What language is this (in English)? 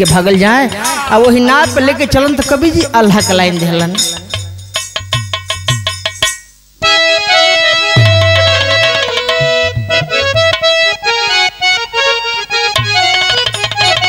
Bhojpuri